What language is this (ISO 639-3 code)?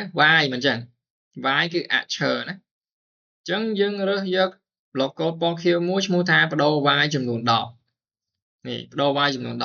khm